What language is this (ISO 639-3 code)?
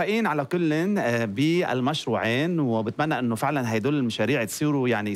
apc